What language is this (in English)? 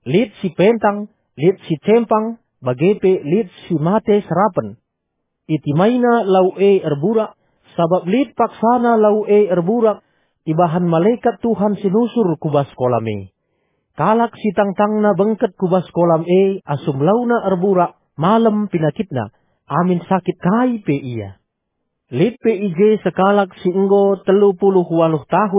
Batak Karo